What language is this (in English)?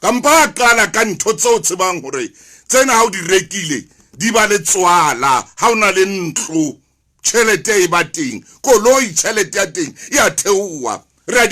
Southern Sotho